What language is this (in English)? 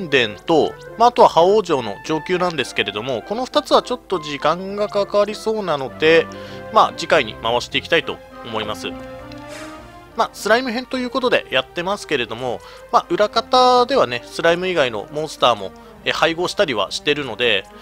Japanese